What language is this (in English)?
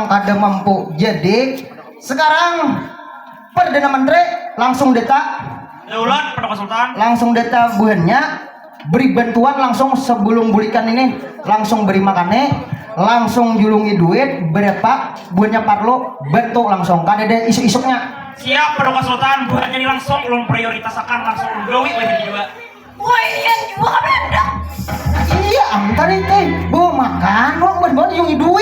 Banjar